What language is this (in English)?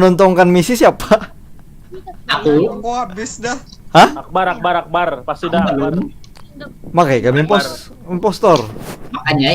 Banjar